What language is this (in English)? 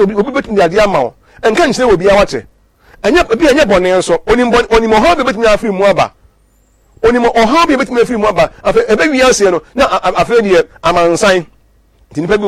Akan